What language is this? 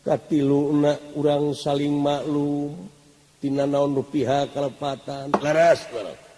Sundanese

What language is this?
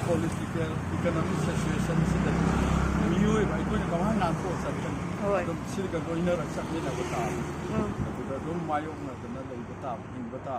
Manipuri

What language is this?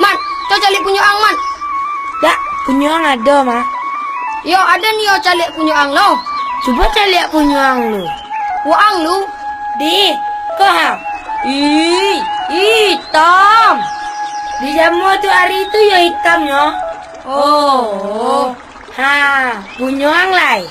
Minangkabau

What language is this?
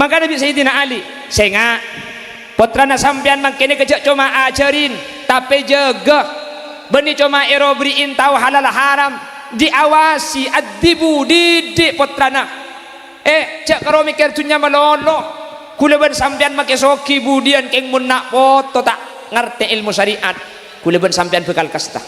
Madurese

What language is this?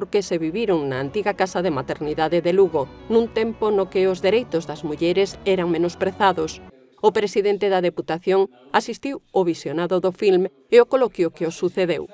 Galician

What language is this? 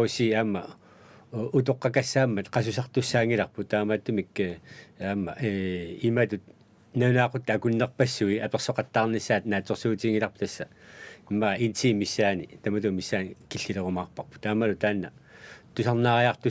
Kalaallisut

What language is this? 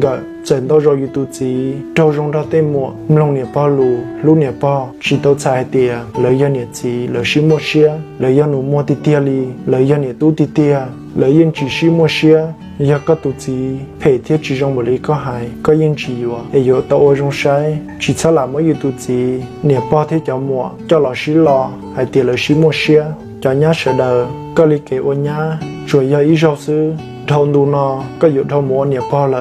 Hmong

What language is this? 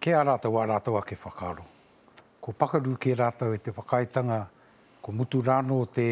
Māori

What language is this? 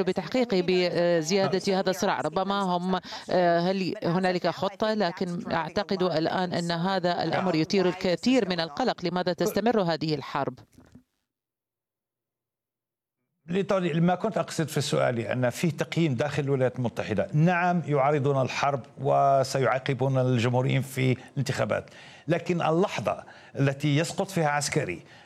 Arabic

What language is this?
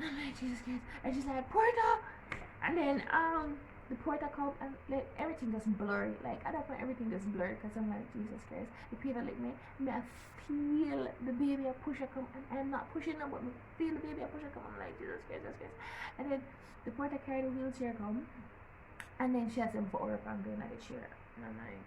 Jamaican Creole English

